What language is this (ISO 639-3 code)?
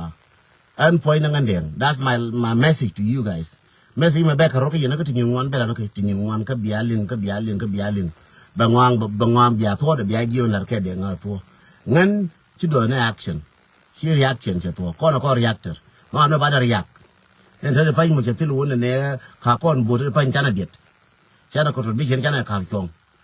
nus